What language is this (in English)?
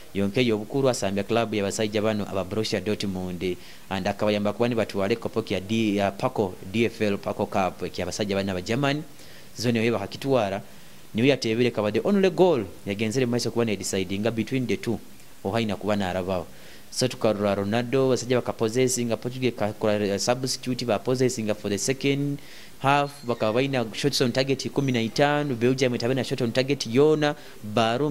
Nyoro